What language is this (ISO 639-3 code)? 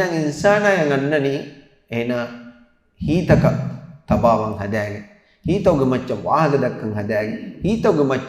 div